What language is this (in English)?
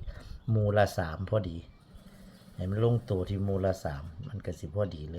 Northeastern Thai